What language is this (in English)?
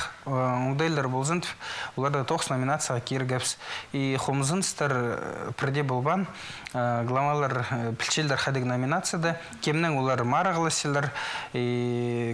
Khakas